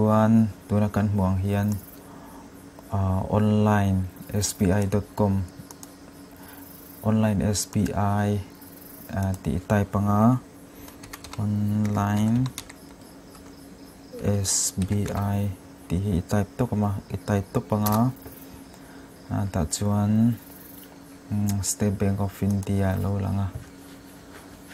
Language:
Mizo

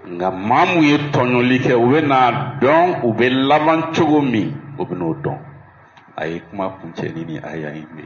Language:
Bambara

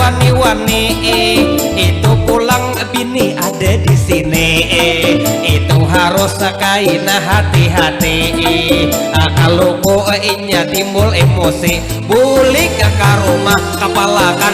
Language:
Banjar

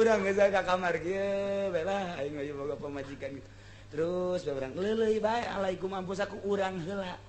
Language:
Sundanese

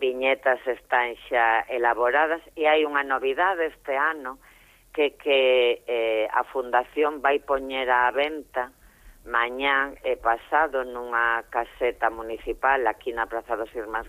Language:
Galician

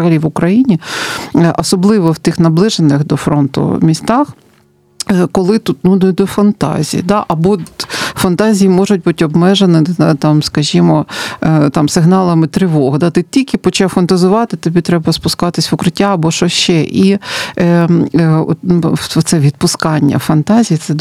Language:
Ukrainian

